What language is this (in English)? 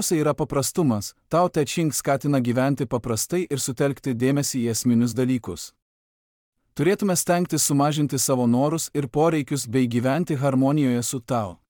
Lithuanian